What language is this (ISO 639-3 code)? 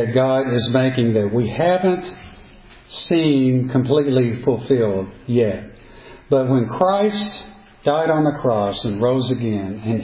eng